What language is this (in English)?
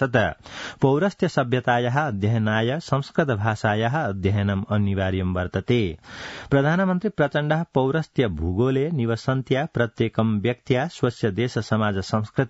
Sanskrit